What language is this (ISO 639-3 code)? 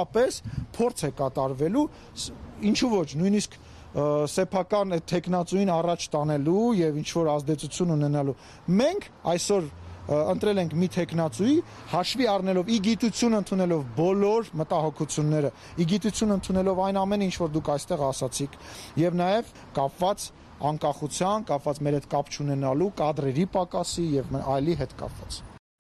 hye